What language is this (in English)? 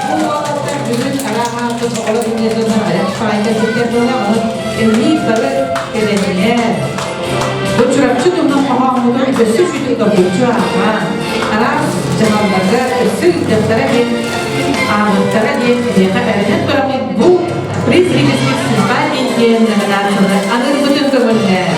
Yakut